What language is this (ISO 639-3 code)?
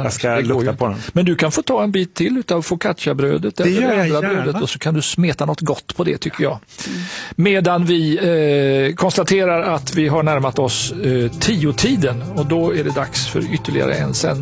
swe